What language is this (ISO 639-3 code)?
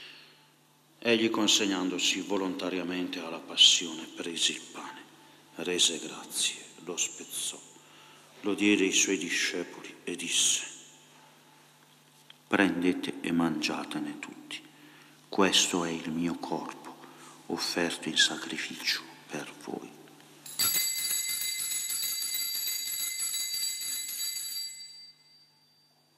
ita